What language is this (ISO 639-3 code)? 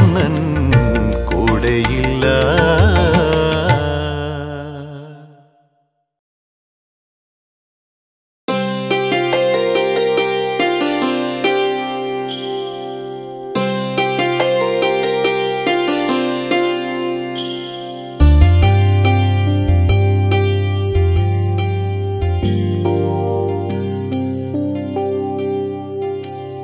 mal